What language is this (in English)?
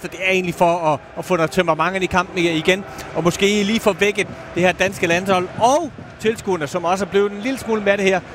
Danish